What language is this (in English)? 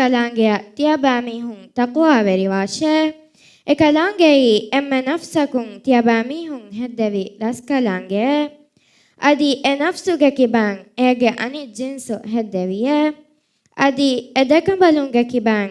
Divehi